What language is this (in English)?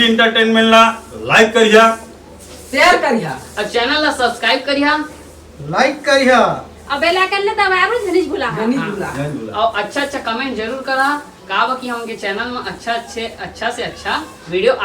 Chhattisgarhi